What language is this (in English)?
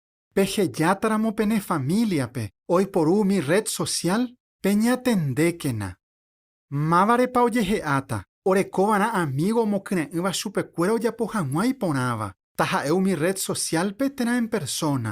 Guarani